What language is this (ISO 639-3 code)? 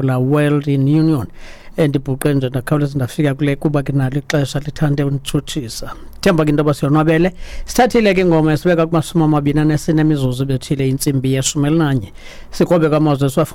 xho